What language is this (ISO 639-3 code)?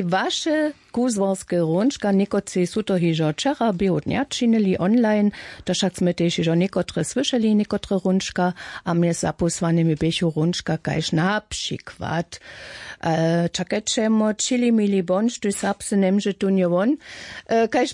hsb